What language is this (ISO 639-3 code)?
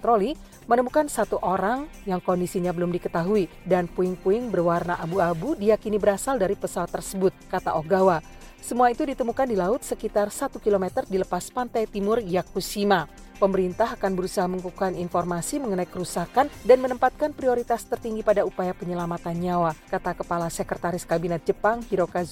ind